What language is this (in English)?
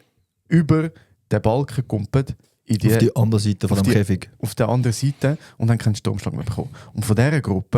Swiss German